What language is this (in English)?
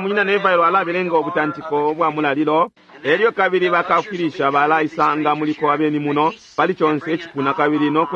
Bemba